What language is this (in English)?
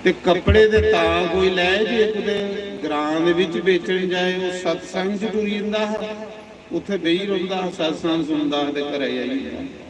Dogri